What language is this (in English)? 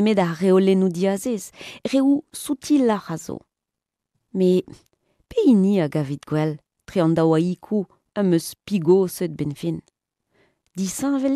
Breton